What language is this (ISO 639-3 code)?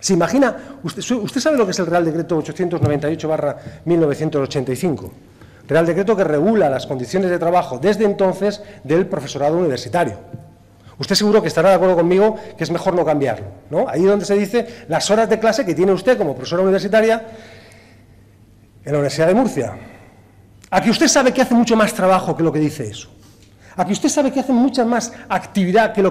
spa